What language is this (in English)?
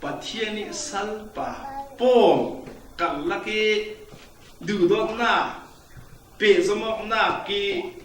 Falam Chin